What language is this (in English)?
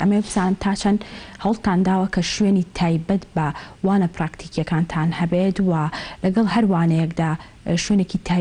Central Kurdish